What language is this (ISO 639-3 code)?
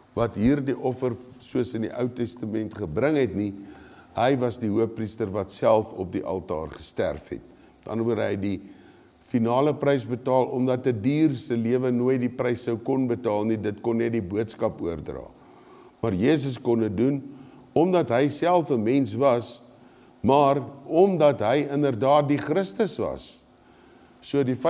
afr